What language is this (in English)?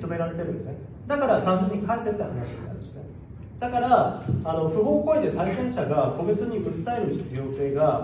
Japanese